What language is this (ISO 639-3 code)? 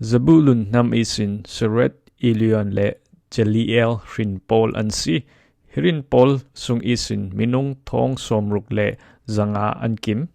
cfm